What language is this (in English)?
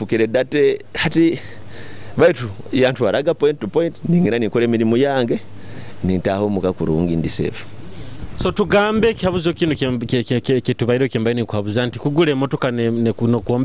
Nyoro